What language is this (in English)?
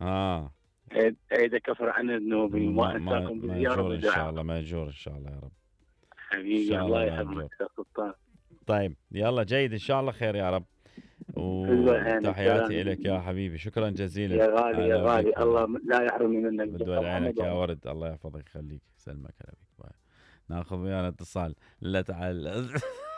Mesopotamian Arabic